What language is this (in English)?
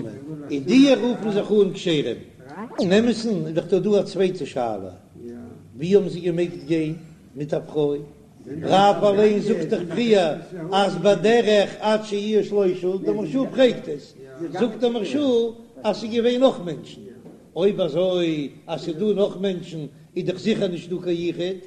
Yiddish